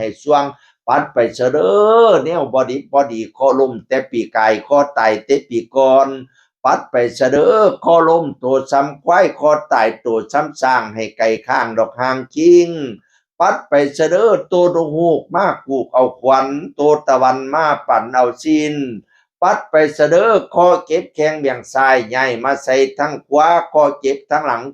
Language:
Northeastern Thai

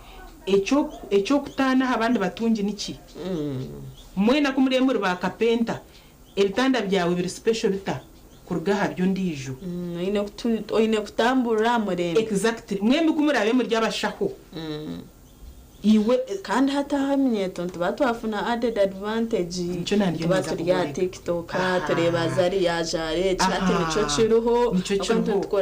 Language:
Nyankole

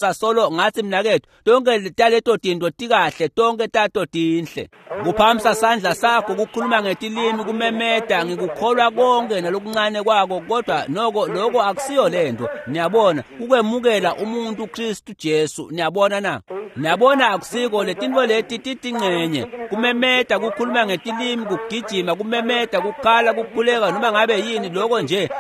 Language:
Swati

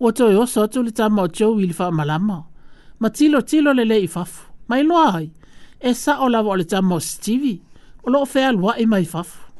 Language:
Samoan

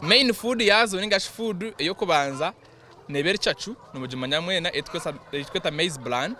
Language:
Nyankole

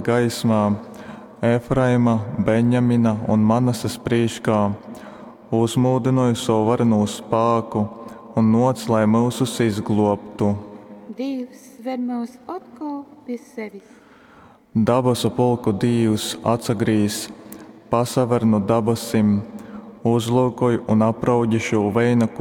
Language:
Latgalian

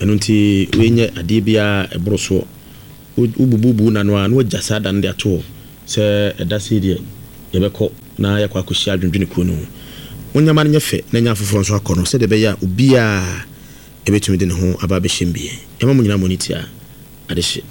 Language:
Akan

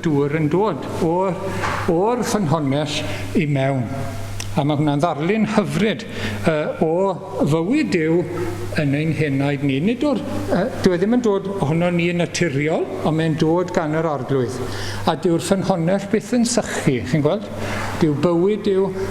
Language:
Welsh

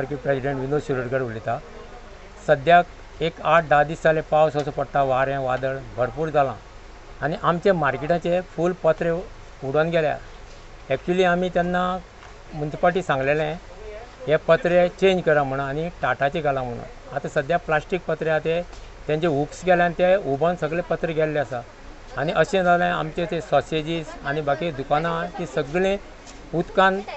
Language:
Konkani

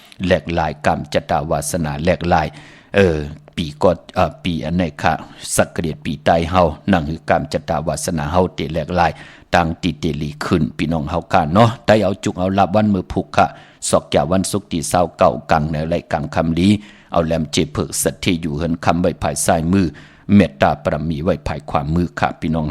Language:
Shan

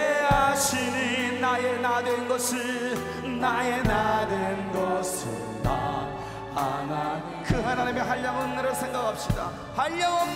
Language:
Korean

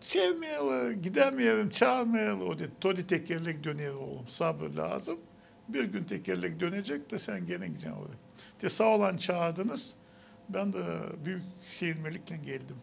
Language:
Gagauz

